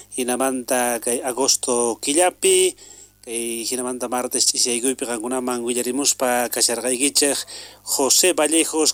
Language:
South Bolivian Quechua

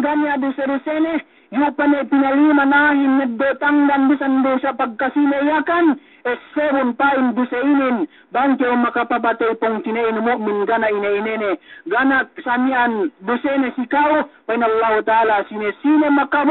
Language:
Yakan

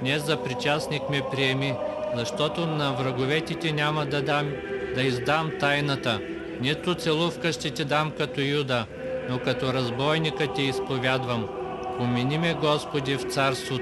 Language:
Bulgarian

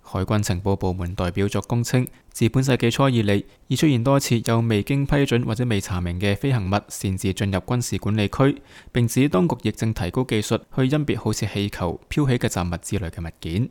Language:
Cantonese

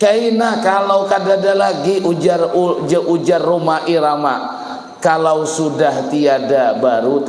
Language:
Banjar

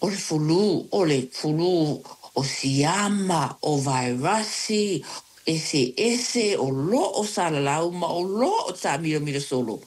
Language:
Samoan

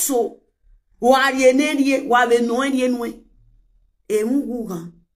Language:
Nigerian Pidgin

